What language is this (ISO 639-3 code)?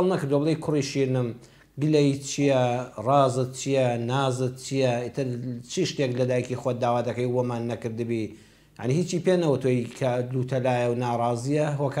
ckb